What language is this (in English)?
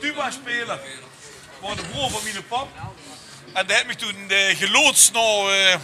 Limburgish